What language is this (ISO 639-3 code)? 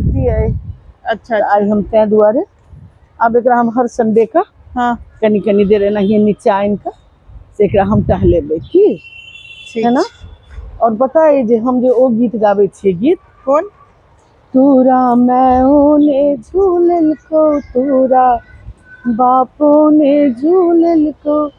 mai